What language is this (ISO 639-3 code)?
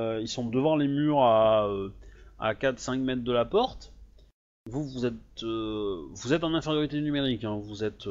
fra